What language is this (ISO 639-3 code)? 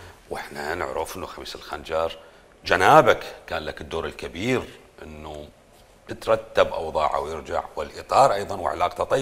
acm